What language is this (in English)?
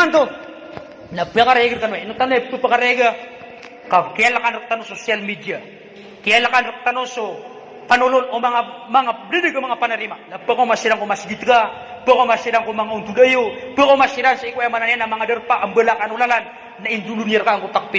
Maranao